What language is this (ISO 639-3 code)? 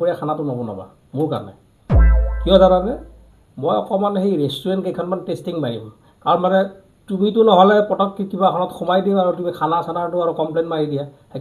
asm